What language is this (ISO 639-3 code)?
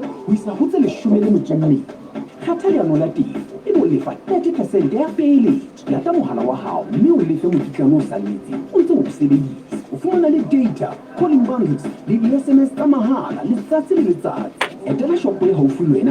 sot